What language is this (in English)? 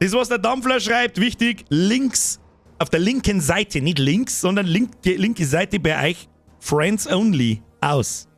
Bavarian